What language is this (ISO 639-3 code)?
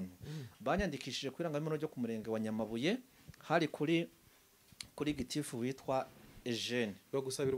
kin